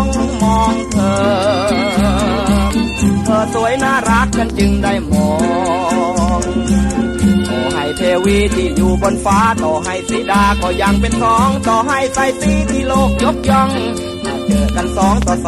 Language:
Thai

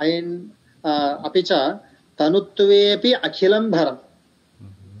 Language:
Sanskrit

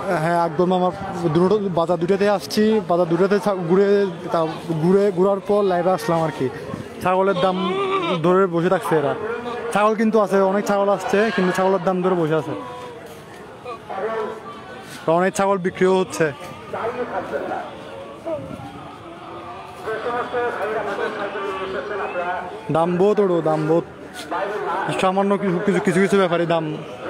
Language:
Bangla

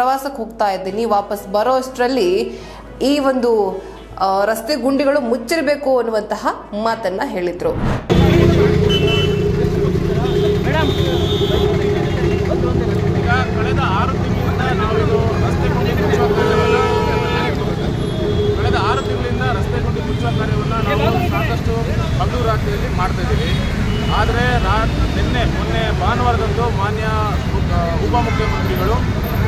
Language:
Kannada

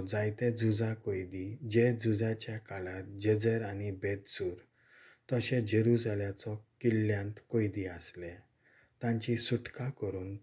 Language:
Konkani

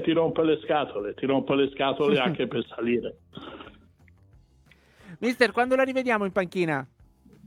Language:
Italian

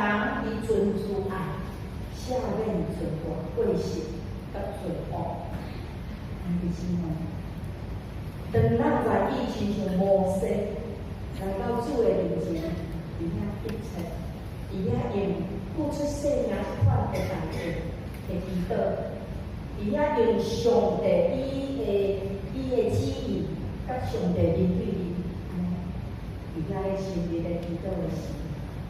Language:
Min Nan Chinese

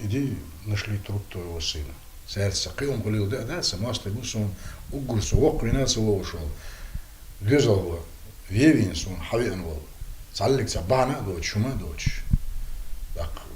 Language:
Chechen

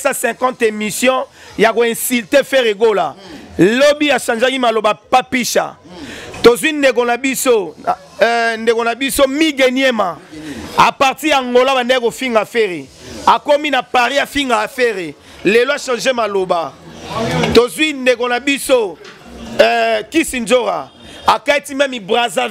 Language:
Lingala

